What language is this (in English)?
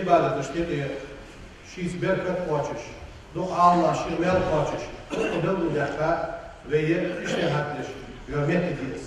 Ingush